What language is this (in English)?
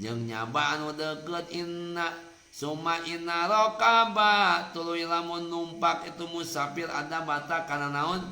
Sundanese